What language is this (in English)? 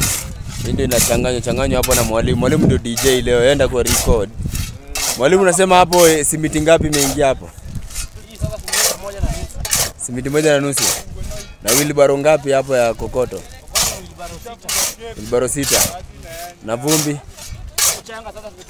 Swahili